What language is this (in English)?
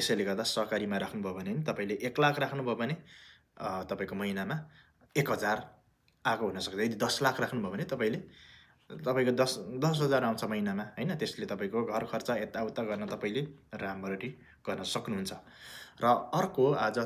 Nepali